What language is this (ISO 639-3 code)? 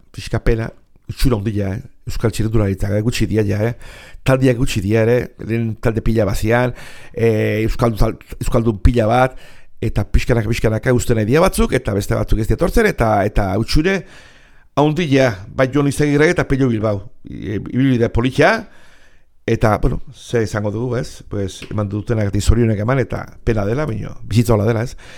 eus